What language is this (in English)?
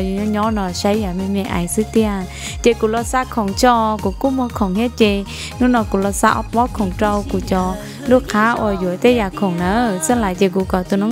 Hmong